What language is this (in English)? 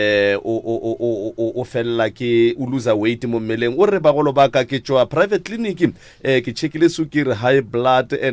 Northern Sotho